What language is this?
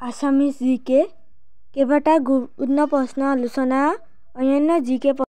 Assamese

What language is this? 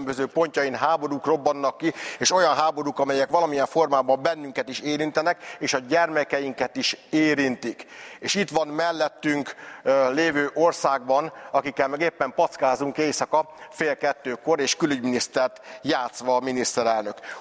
Hungarian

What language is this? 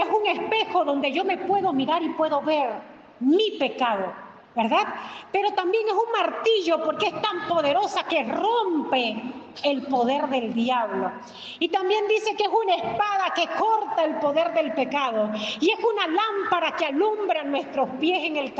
Spanish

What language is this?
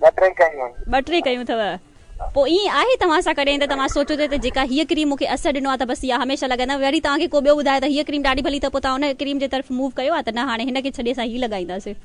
Sindhi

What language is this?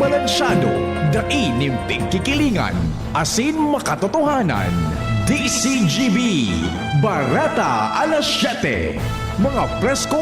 Bikol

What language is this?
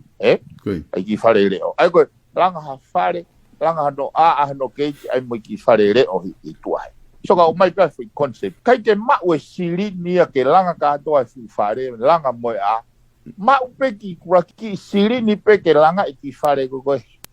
Tongan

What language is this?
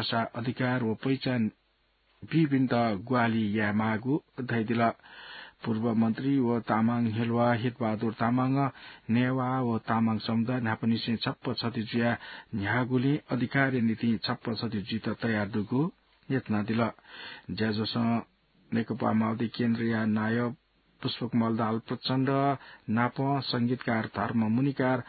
Newari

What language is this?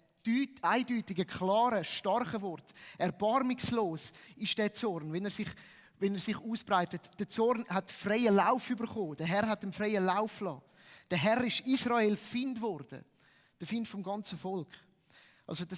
Swiss German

